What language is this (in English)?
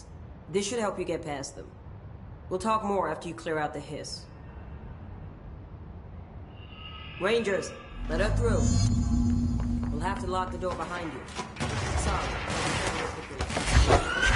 English